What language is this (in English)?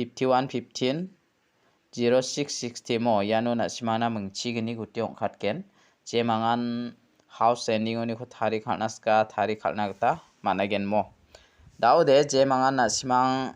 Garo